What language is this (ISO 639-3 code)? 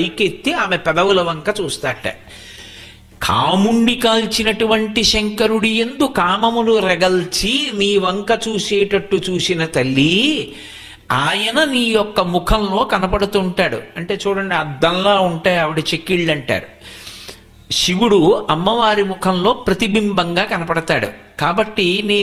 tel